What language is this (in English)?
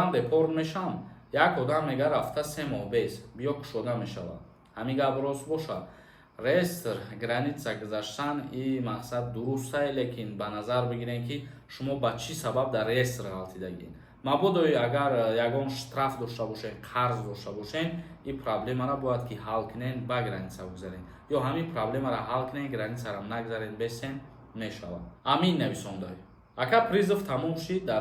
Tajik